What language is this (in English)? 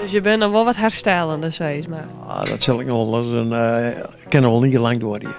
Western Frisian